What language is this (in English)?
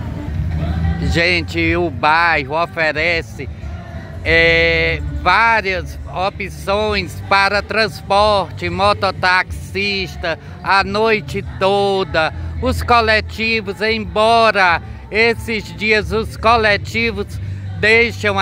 Portuguese